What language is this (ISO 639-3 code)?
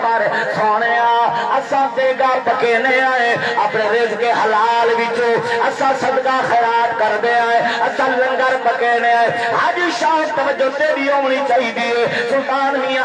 skr